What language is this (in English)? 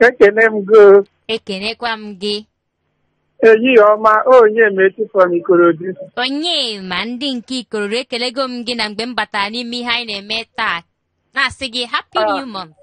Igbo